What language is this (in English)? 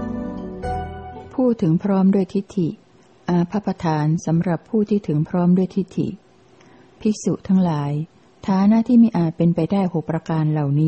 Thai